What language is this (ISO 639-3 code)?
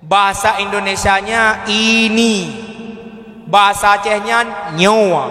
ace